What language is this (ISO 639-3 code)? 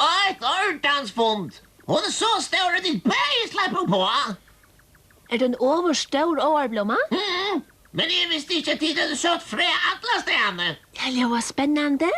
fao